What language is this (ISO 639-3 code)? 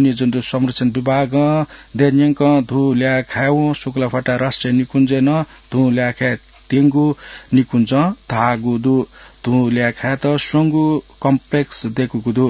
new